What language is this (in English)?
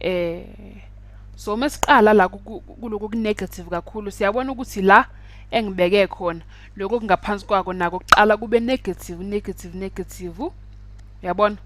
Zulu